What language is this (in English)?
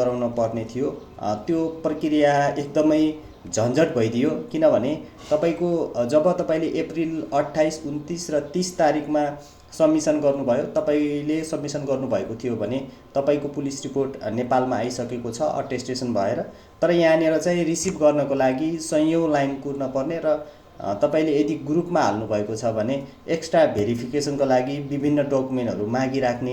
Nepali